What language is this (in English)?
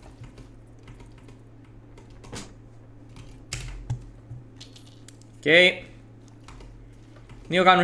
Romanian